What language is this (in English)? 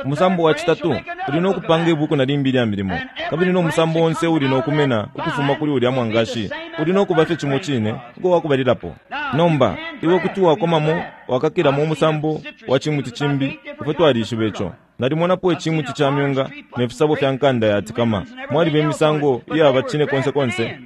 Bemba